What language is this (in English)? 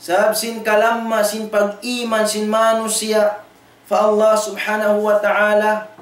Tausug